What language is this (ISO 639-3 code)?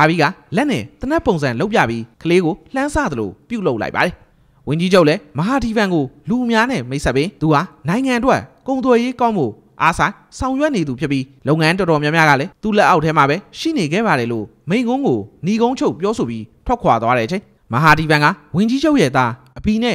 mya